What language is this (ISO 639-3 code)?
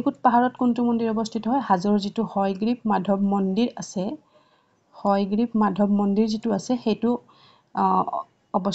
asm